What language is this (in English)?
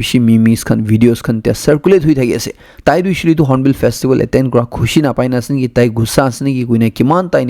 Naga Pidgin